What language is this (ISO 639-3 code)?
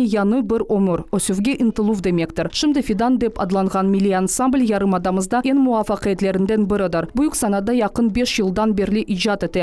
crh